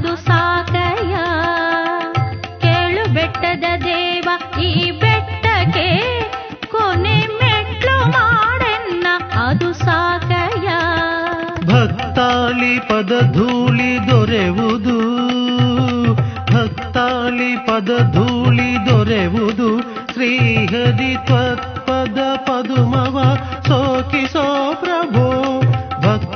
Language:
Kannada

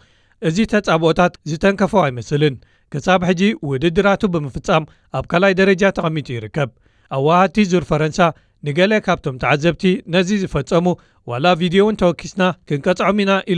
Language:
Tigrinya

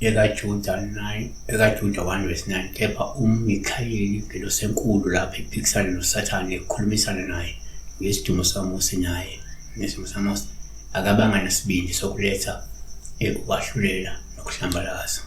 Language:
Zulu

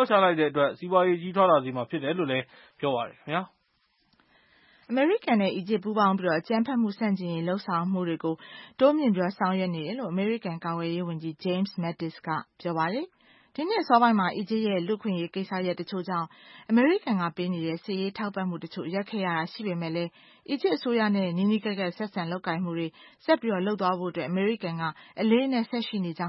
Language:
Burmese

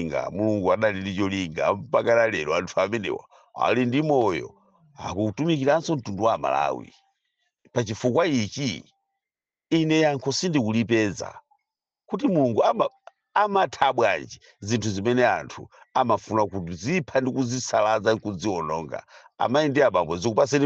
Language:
Nyanja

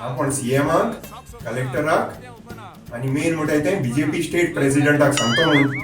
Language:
Konkani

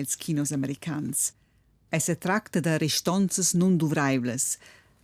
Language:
Romansh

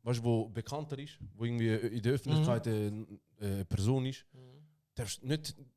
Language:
Swiss German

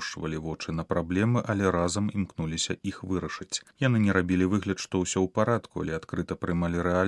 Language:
Belarusian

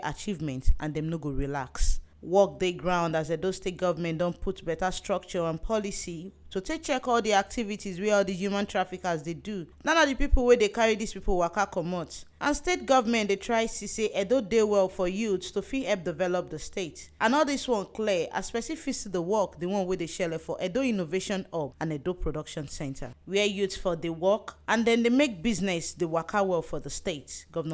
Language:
Nigerian Pidgin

